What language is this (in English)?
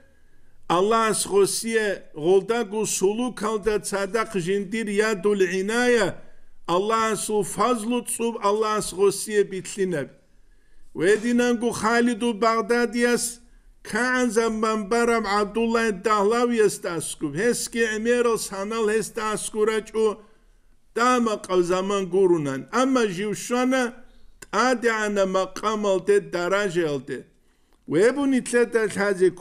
Avaric